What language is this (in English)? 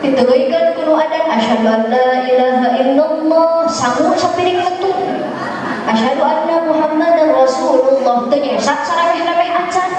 Sundanese